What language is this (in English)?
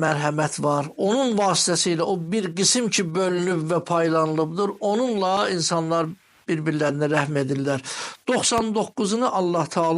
Azerbaijani